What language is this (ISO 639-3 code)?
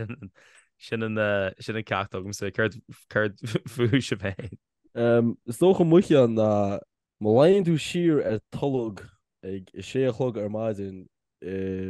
gle